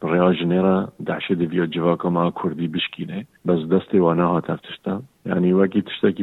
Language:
Kurdish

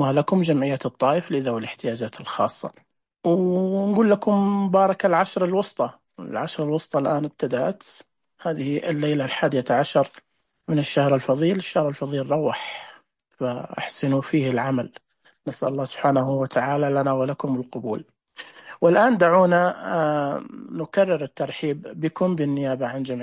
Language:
Najdi Arabic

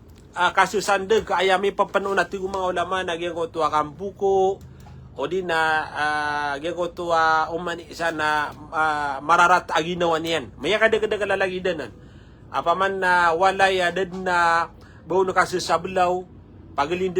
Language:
Maranao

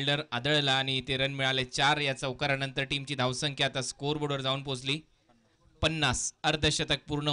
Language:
Marathi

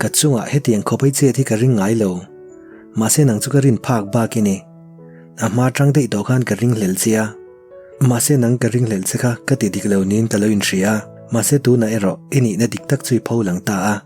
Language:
Mizo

